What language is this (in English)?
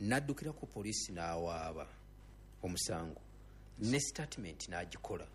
Ganda